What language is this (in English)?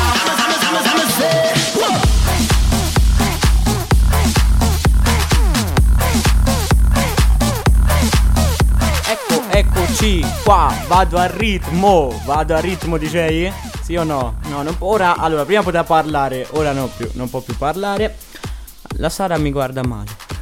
Italian